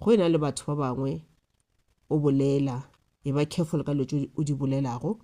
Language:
Northern Sotho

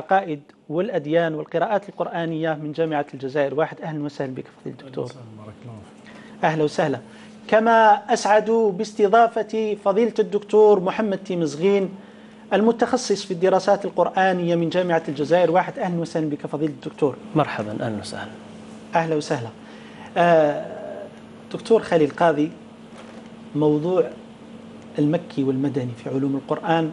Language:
Arabic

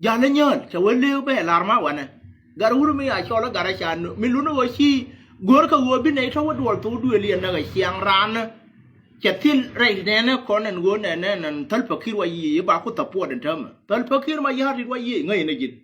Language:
Nuer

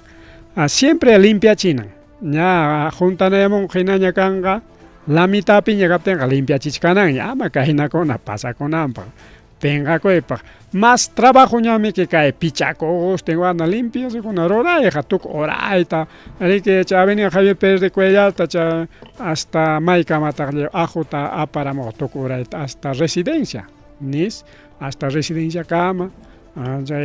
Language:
Ayacucho Quechua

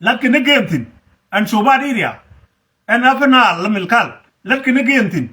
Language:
Nuer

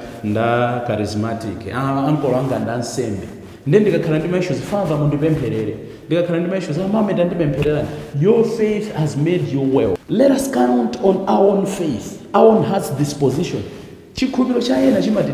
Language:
Nyanja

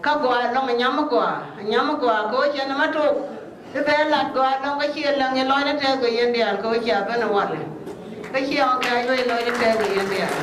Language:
Nuer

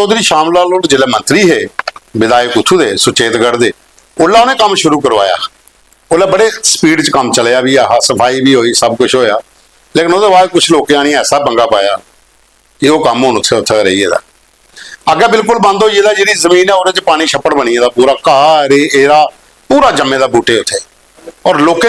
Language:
Dogri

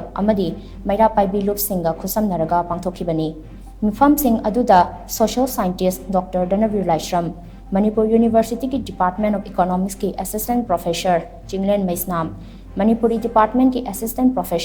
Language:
Manipuri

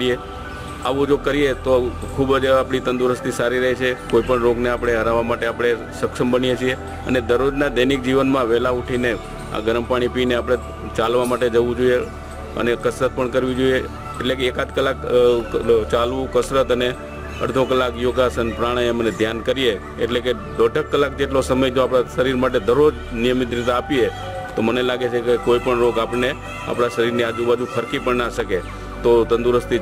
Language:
Gujarati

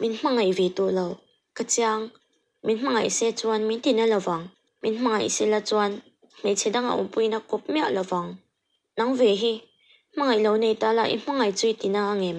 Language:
Mizo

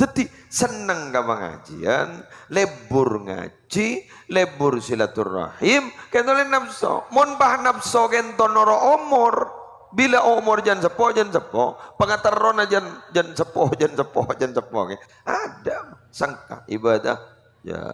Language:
Madurese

